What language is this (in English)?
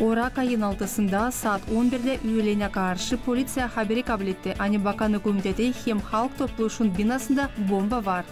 Gagauz